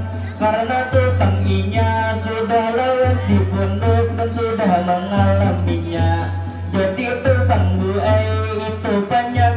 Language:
Banjar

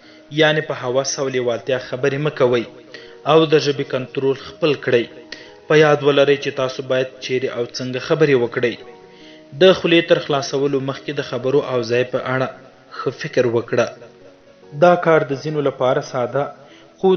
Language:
Pashto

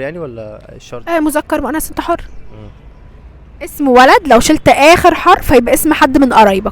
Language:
Egyptian Arabic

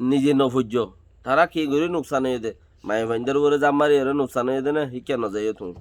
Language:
Rohingya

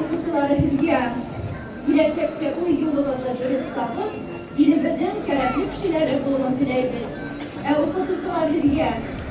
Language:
Bashkir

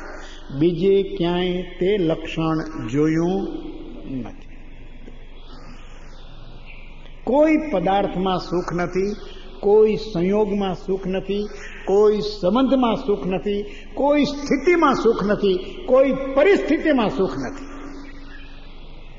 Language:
Gujarati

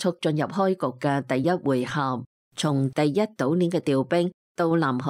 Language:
Cantonese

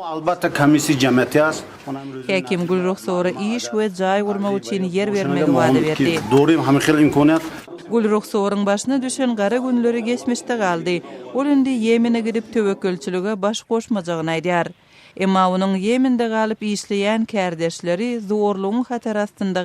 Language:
Turkmen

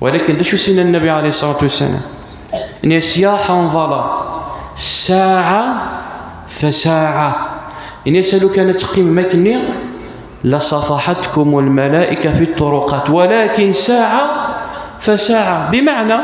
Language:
Kabyle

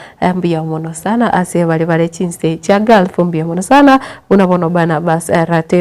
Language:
Gusii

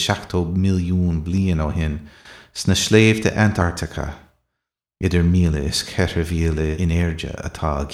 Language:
Irish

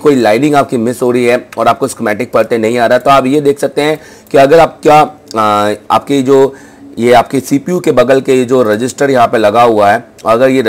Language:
Hindi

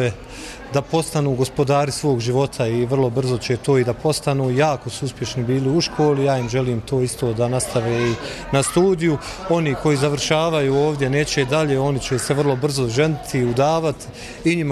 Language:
Bosnian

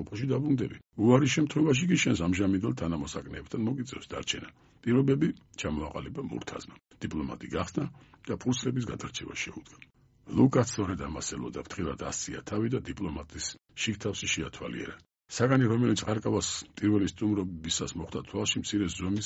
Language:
Georgian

